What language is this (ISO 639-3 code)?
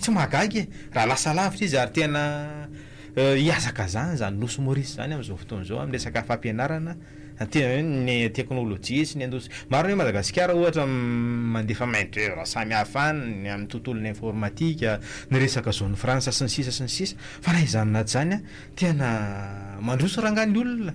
mlg